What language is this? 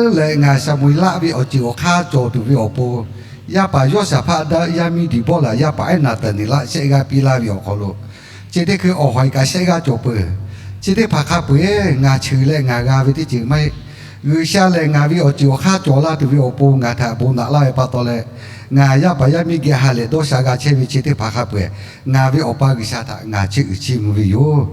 Lahu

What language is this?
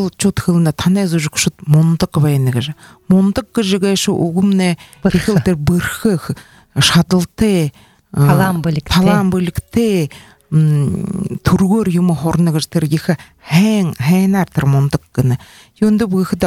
Buriat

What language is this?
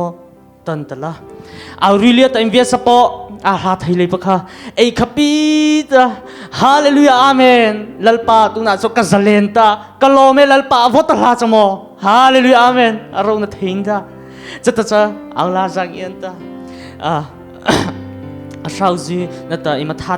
Mara Chin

